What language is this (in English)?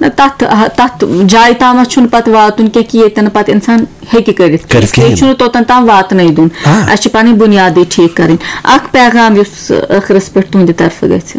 Kashmiri